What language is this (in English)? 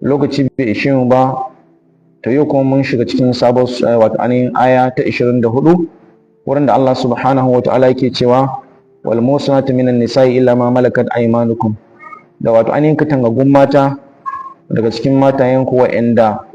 Hausa